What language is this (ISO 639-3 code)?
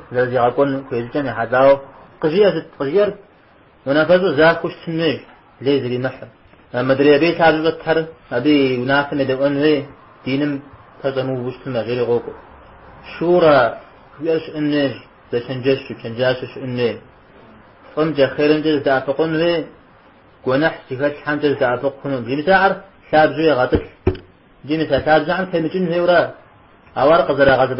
kbd